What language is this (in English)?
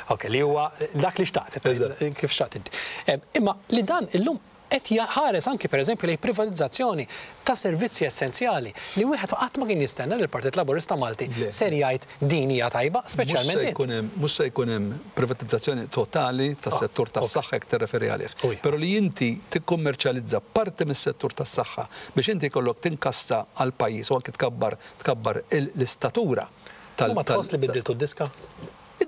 Maltese